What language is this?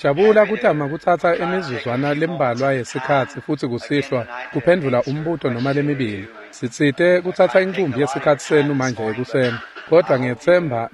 Swati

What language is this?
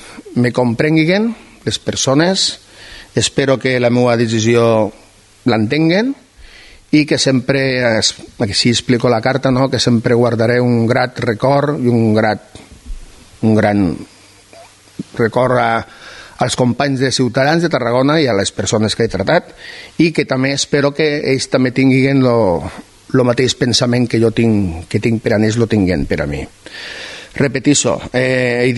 Catalan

